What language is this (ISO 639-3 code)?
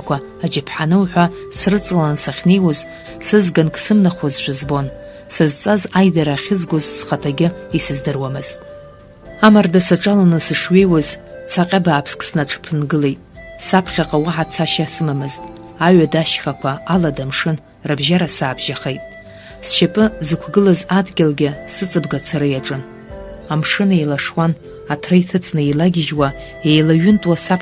abk